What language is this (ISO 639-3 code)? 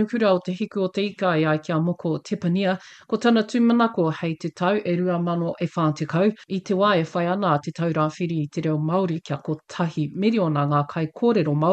mri